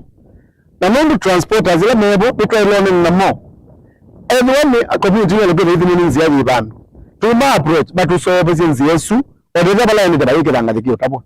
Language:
Kamba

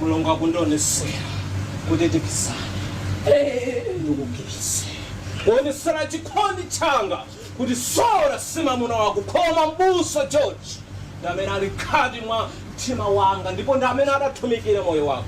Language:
Nyanja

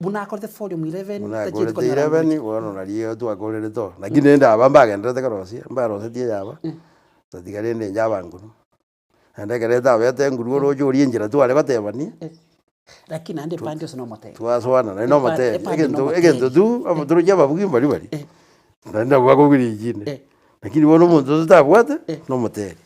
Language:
Gusii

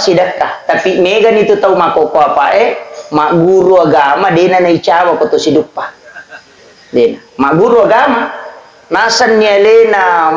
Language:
Buginese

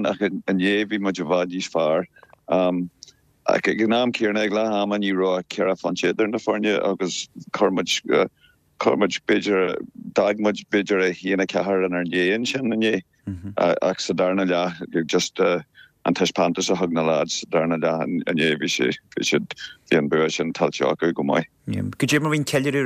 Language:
Irish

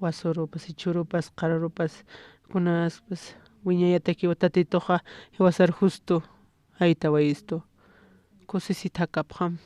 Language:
Aymara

